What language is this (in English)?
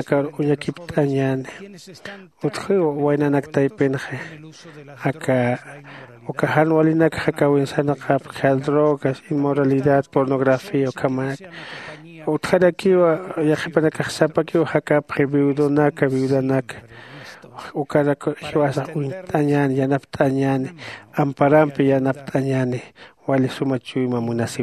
Aymara